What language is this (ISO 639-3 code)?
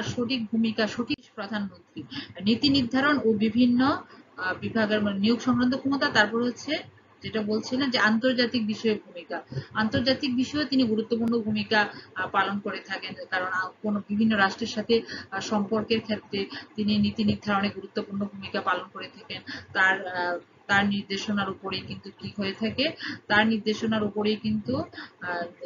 ben